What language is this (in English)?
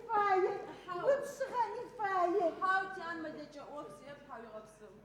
Adyghe